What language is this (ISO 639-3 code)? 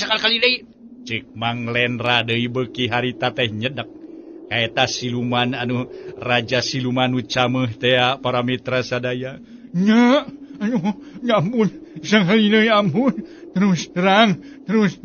sun